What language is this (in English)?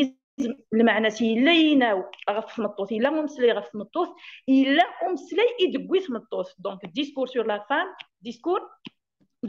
Kabyle